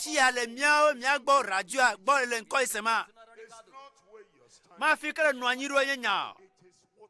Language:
Ewe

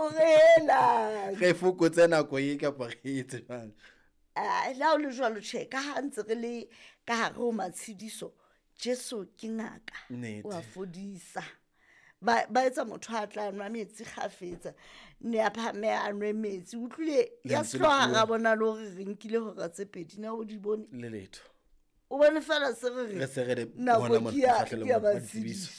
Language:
Southern Sotho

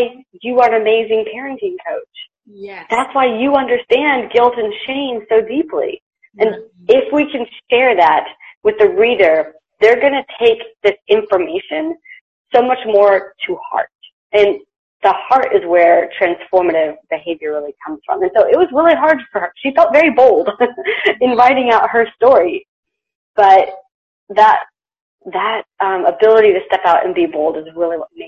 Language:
English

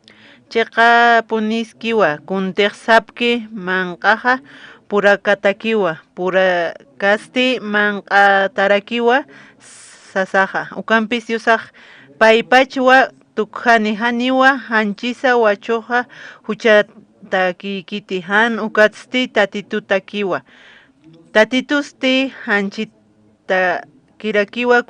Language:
Aymara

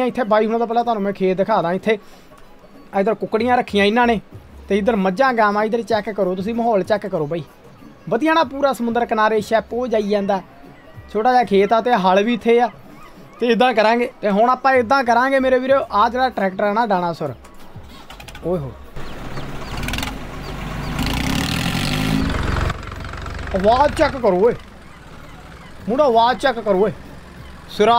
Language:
Punjabi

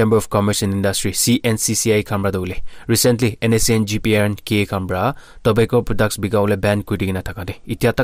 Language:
Naga Pidgin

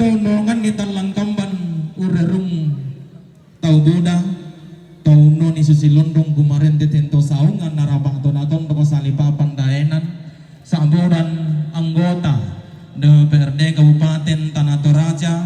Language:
Toraja-Sa'dan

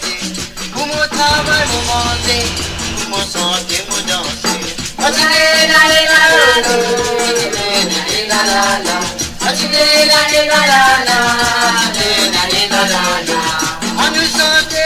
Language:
Morisyen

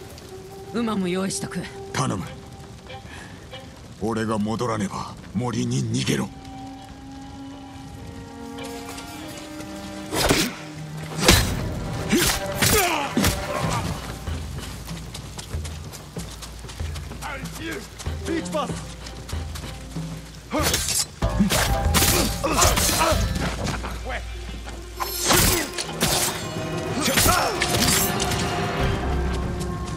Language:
Japanese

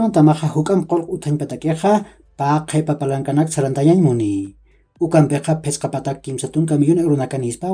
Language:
Aymara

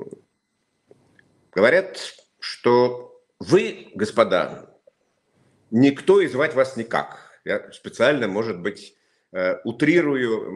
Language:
Russian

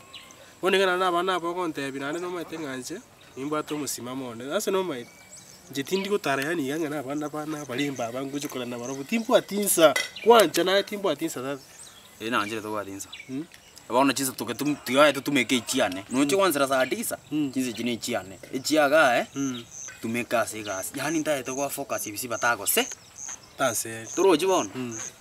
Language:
Gusii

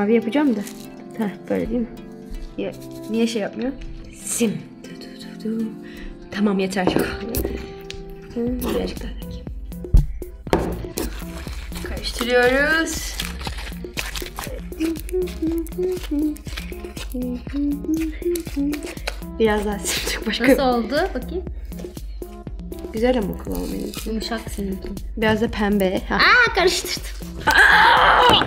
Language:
Turkish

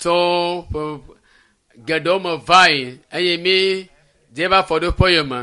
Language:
Ewe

